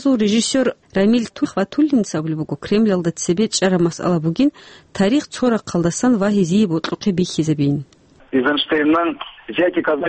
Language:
Avaric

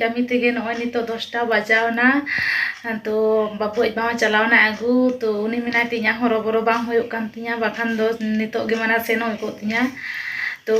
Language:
Santali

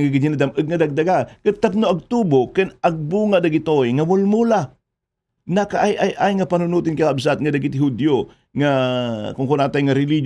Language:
Iloko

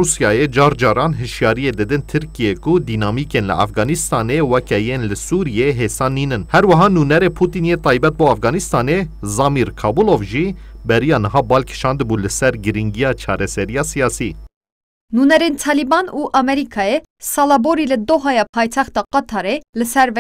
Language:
Kurdish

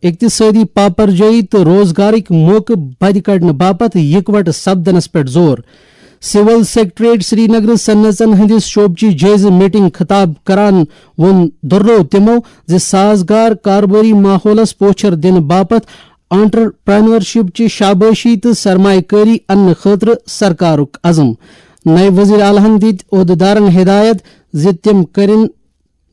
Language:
Kashmiri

